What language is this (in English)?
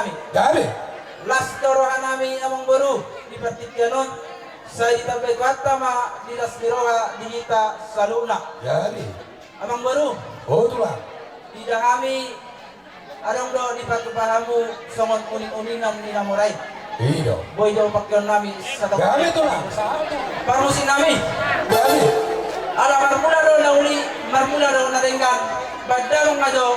Batak Toba